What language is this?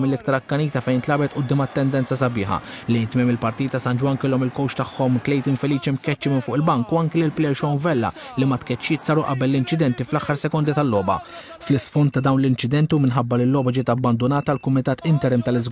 Maltese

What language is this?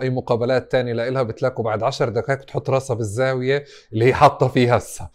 North Levantine Arabic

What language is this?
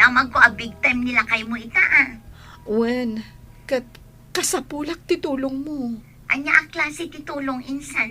Iloko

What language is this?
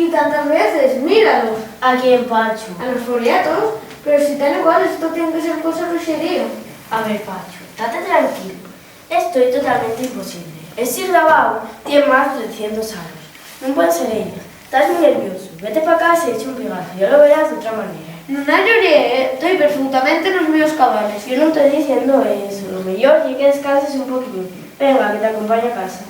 Asturian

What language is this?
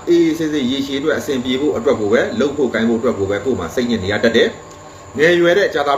Burmese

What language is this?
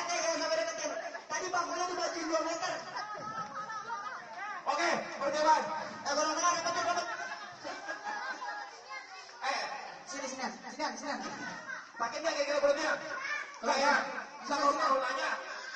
Indonesian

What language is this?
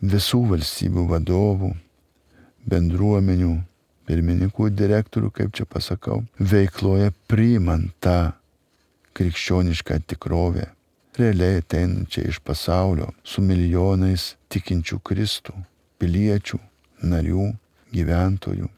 Lithuanian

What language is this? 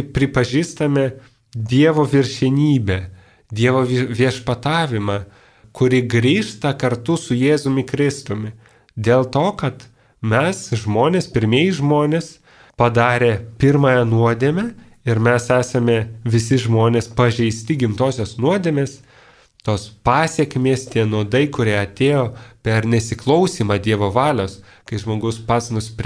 Lithuanian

